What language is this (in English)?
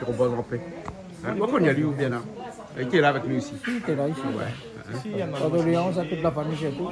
Réunion Creole French